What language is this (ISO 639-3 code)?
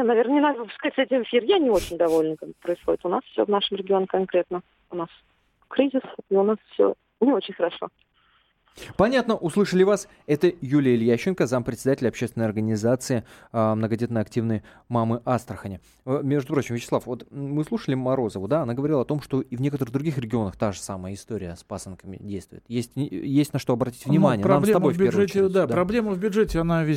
rus